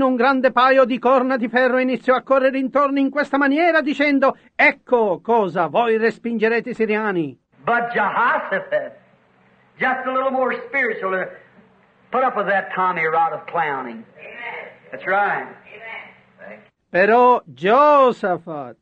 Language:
Italian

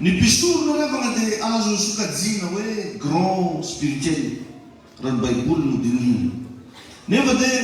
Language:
Malagasy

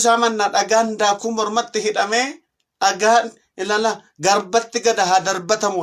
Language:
Oromo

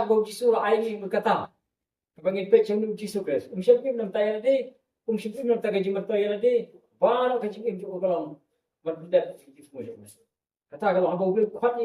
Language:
Khasi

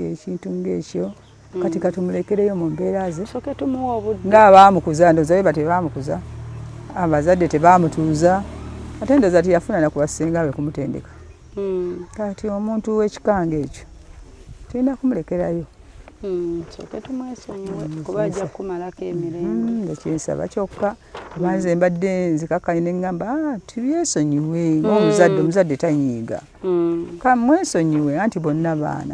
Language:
Ganda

